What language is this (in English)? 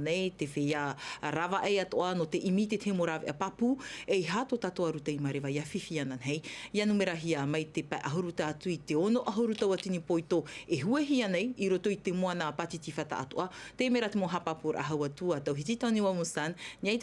Tahitian